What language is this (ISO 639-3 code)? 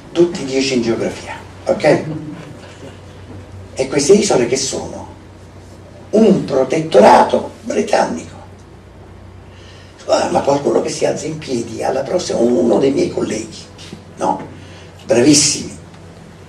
ita